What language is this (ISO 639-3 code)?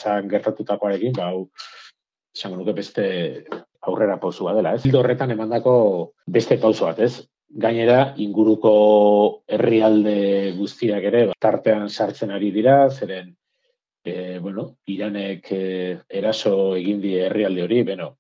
eus